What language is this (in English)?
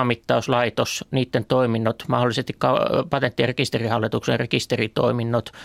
Finnish